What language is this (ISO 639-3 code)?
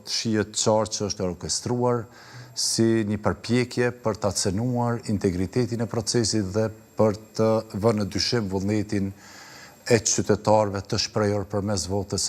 sqi